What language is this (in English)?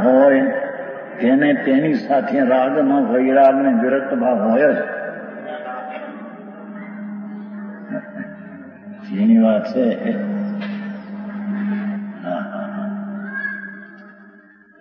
Gujarati